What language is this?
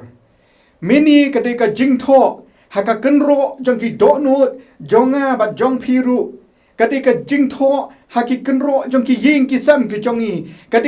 Khasi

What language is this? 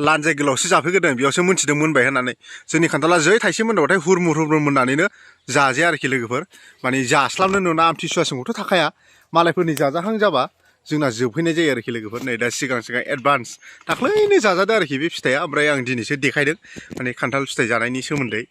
Bodo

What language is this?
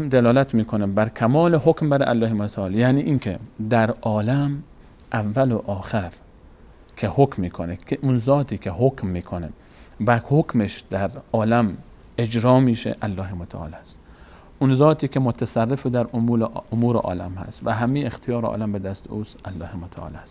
Persian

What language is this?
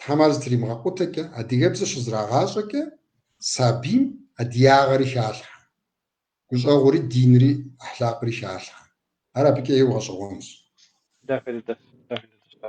Kabardian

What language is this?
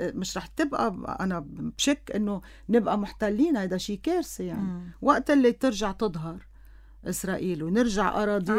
North Levantine Arabic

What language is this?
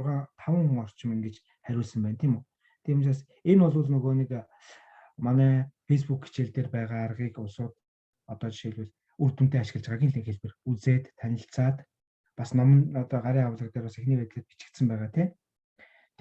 Mongolian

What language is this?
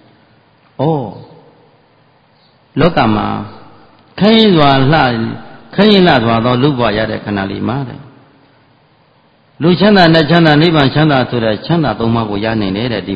Burmese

